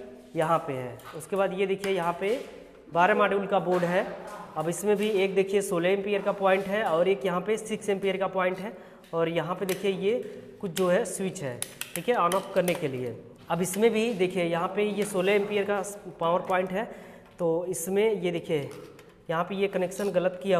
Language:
Hindi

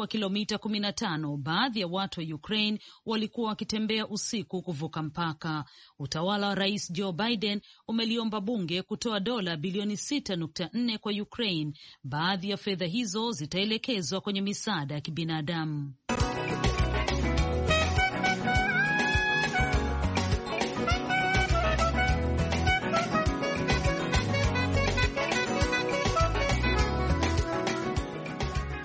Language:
Swahili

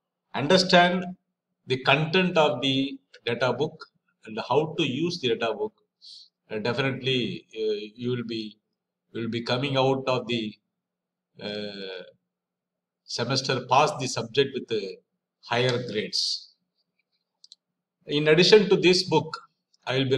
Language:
English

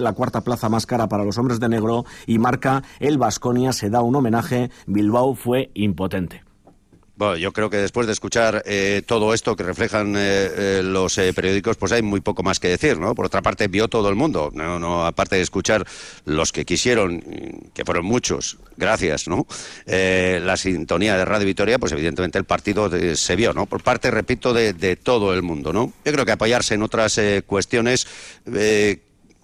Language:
Spanish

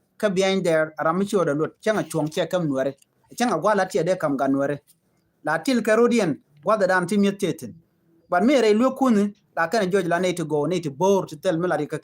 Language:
Nuer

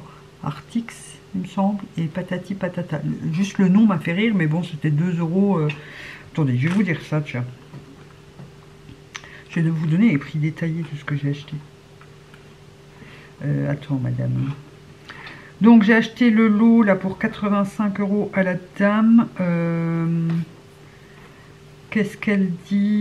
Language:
French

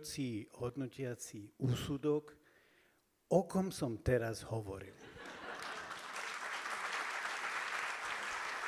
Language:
Slovak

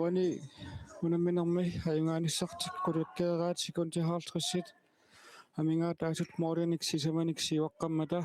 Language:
Kalaallisut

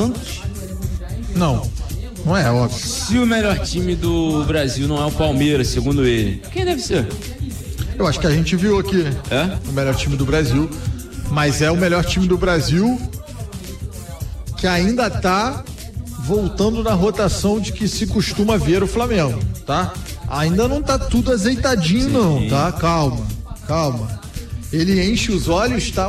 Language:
Portuguese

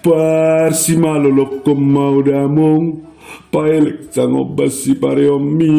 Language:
Batak Toba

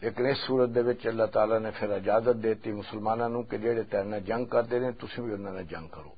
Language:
Western Panjabi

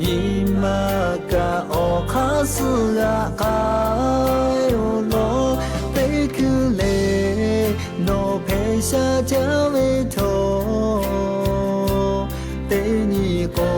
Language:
Lahu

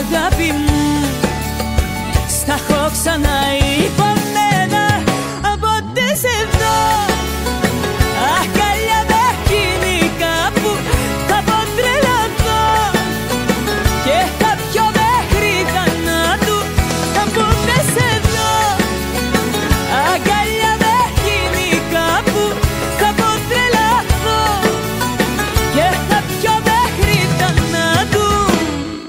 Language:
Greek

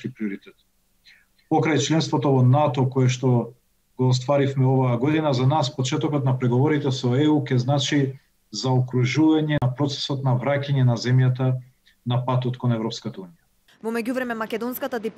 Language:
Macedonian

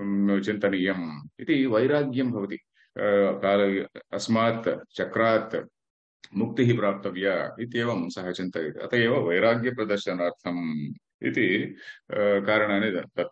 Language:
Sanskrit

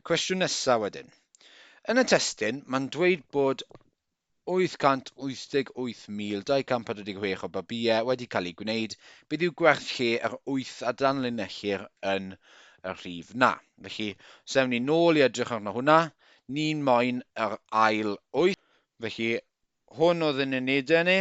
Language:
Welsh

